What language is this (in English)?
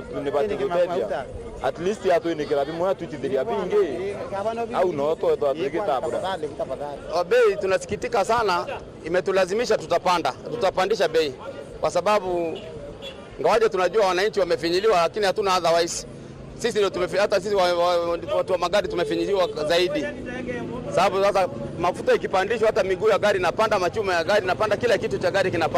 Meru